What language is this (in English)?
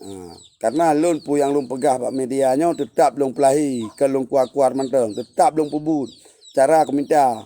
Achinese